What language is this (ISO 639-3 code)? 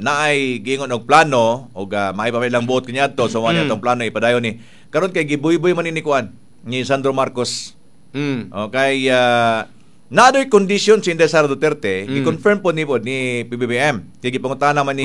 ceb